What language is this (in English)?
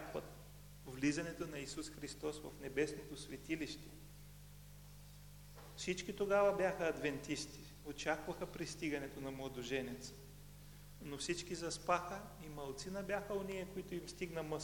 Bulgarian